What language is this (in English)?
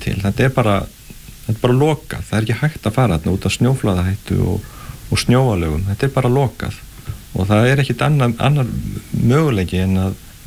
Icelandic